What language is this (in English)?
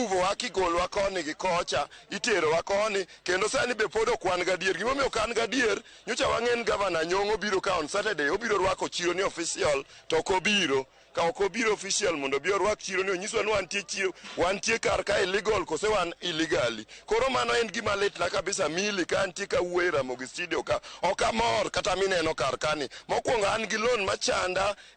Luo (Kenya and Tanzania)